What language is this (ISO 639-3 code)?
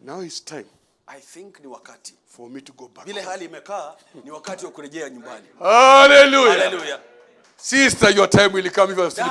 swa